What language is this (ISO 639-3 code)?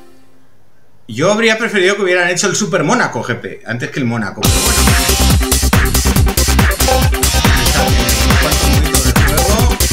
spa